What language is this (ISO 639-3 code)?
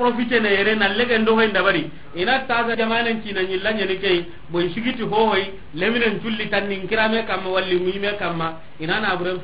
snk